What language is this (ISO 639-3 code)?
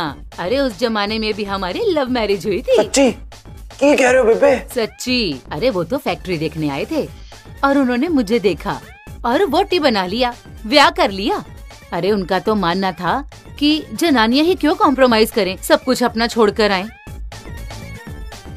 hin